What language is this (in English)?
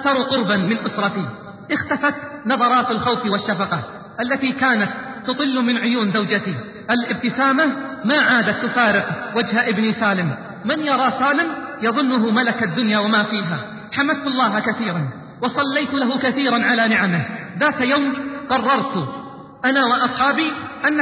Arabic